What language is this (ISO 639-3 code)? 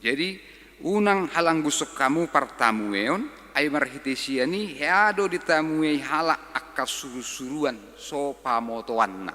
bbc